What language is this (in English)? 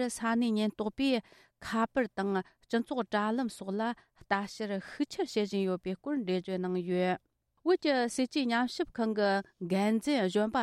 Tibetan